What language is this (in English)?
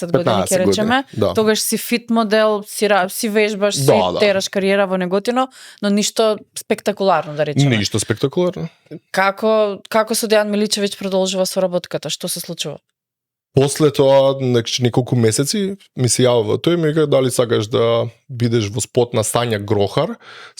Macedonian